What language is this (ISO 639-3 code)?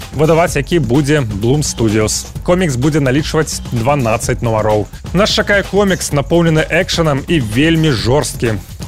bel